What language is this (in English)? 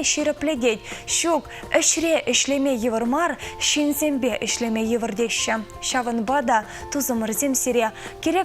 Chuvash